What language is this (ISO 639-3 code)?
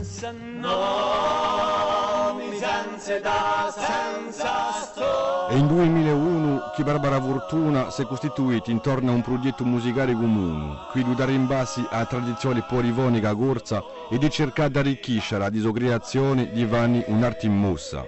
cos